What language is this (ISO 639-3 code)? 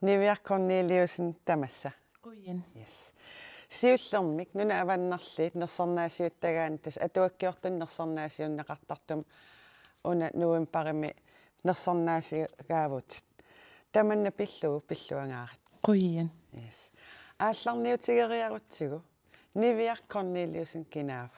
kal